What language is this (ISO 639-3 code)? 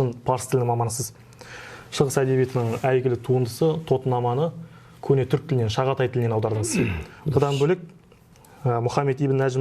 kaz